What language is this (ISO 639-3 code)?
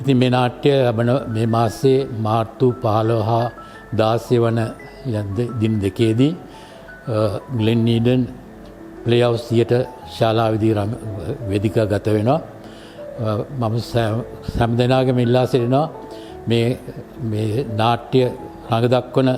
sin